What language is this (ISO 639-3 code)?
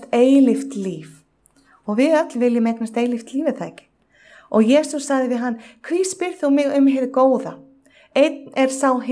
isl